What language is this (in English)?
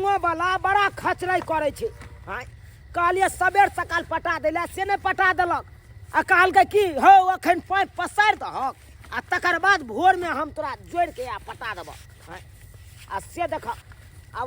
Maithili